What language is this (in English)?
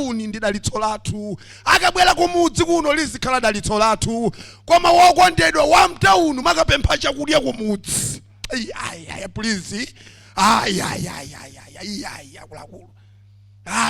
Nyanja